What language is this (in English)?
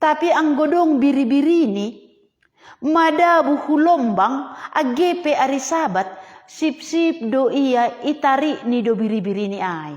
Batak Simalungun